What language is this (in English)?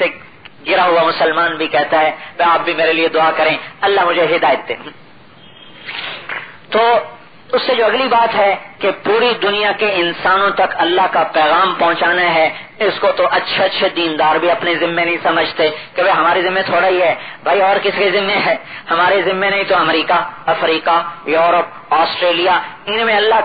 Urdu